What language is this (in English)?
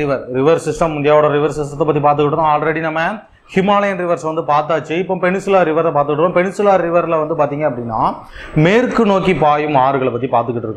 Tamil